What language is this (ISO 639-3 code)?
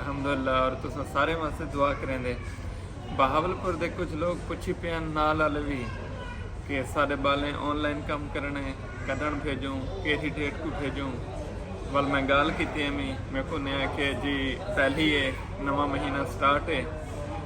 skr